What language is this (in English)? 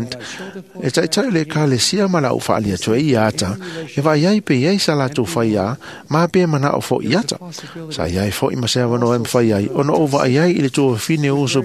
Samoan